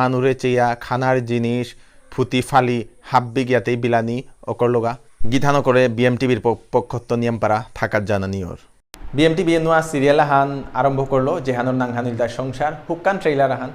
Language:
Bishnupriya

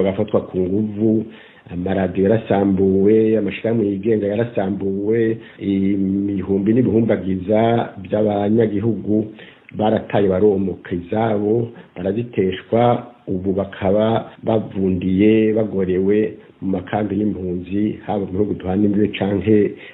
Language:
Rundi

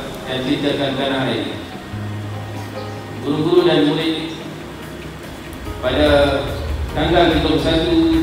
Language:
Malay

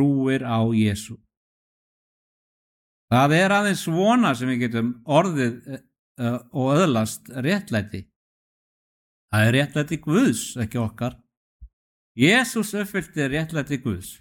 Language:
Icelandic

